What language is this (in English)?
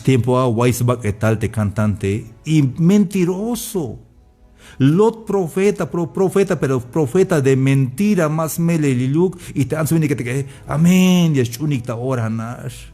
Tzeltal